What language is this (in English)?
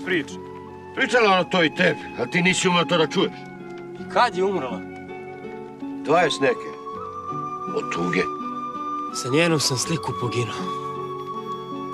Serbian